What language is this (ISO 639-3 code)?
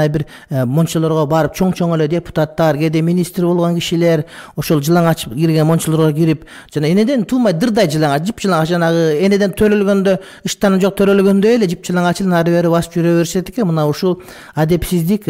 kir